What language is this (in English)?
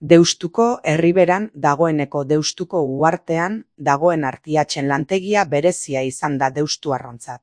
Basque